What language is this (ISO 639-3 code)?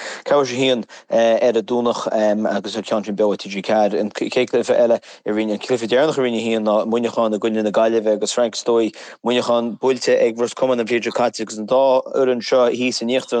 gle